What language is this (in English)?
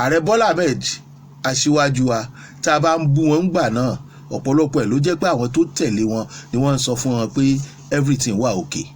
Yoruba